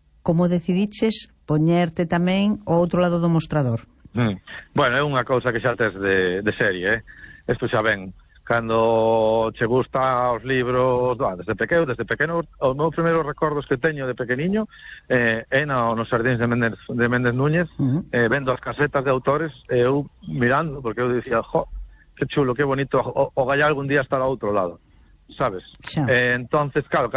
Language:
Galician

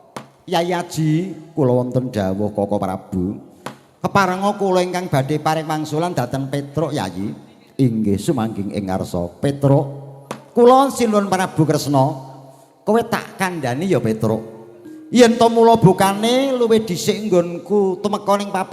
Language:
Javanese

